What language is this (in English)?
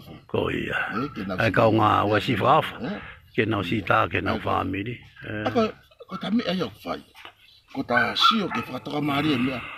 Tongan